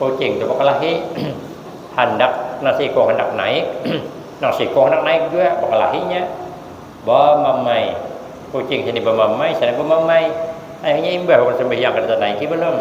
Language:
Banjar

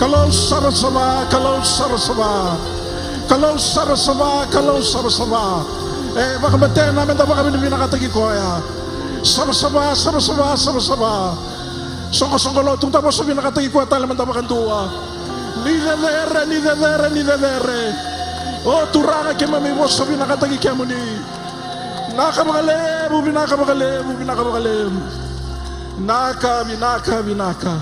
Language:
Fijian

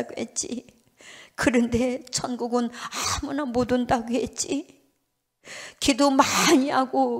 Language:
Korean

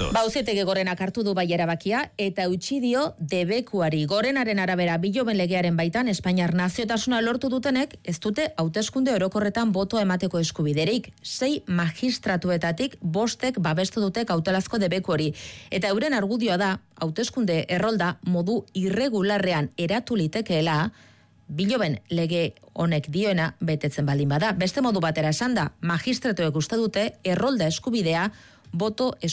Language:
Basque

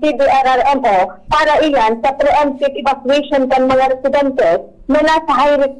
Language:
Bikol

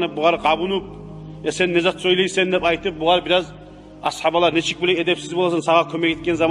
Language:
Kumyk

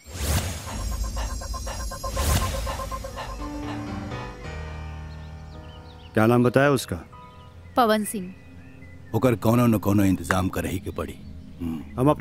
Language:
Bhojpuri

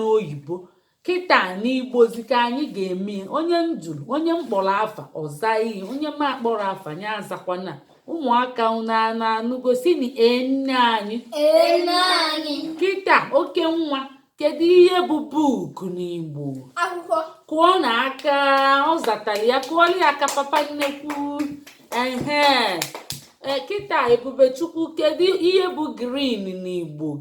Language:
Igbo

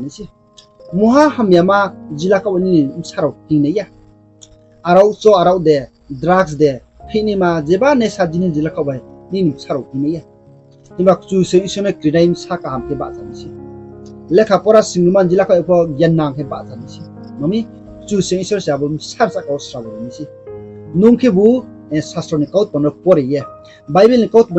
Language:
Riang (India)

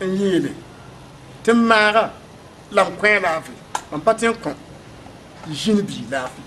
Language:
Mossi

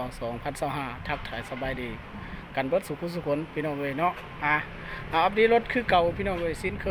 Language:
Lao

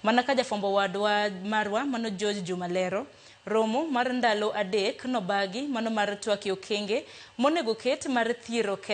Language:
Luo (Kenya and Tanzania)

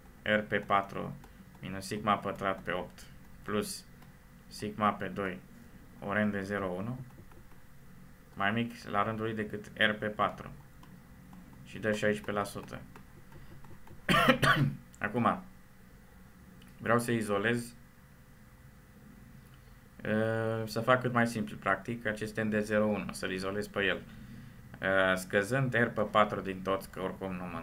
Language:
Romanian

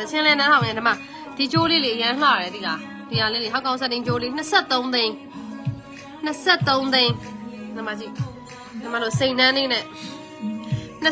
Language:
Burmese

